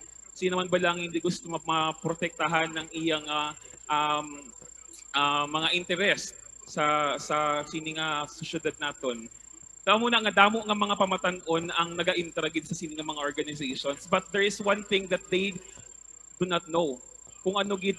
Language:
Hiligaynon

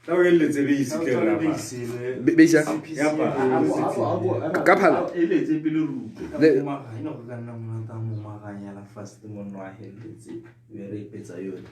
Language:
Tswana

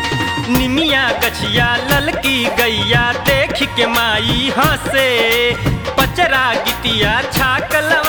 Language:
Bhojpuri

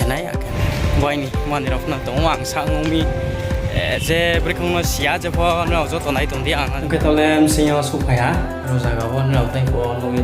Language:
Riang (India)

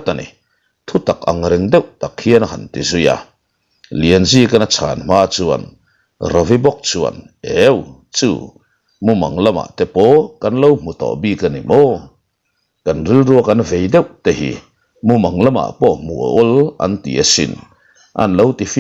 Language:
Mizo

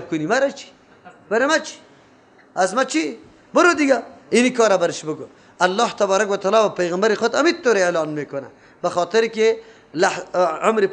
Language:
Persian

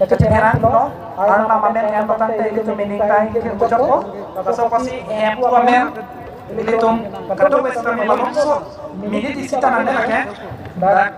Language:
Karbi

